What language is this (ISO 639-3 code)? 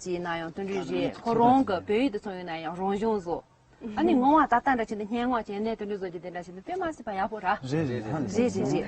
bod